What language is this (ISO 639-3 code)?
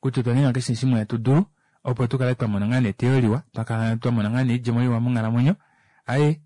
kua